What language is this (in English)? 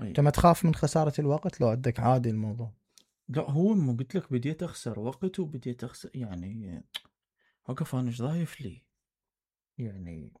Mesopotamian Arabic